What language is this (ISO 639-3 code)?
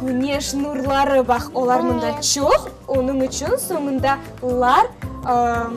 crh